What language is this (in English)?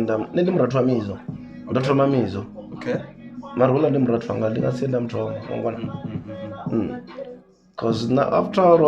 Venda